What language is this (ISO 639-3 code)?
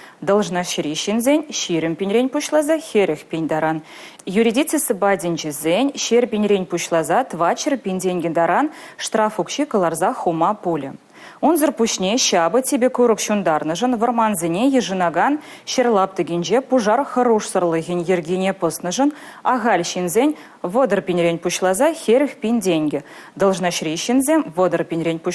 chv